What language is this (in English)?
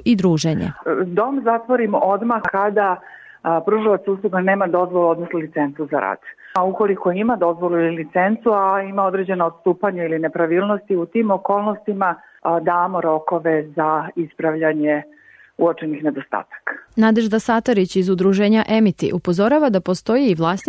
Serbian